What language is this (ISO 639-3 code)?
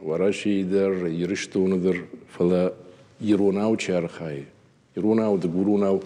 oss